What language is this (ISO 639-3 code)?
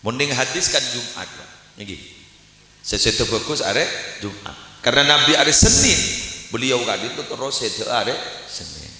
mad